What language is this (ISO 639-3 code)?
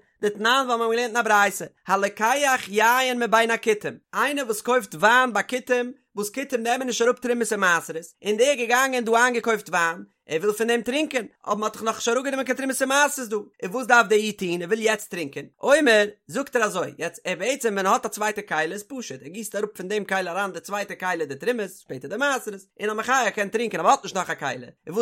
yid